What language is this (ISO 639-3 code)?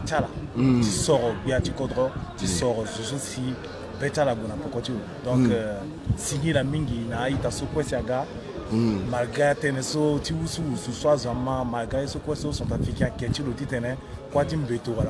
sag